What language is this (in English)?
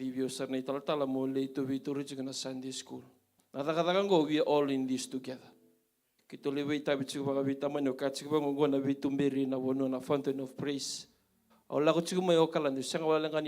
Fijian